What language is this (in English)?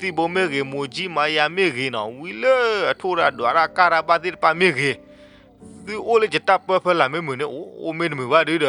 S'gaw Karen